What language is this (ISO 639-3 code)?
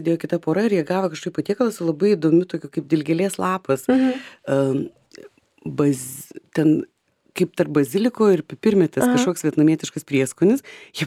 lit